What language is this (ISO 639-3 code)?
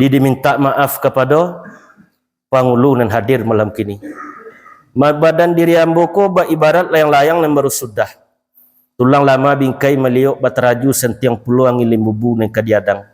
min